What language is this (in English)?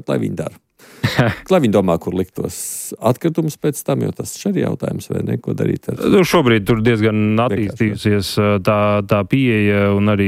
Latvian